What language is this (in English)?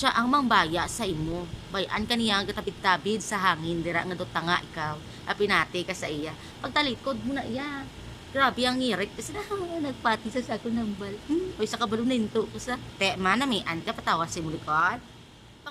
Hiligaynon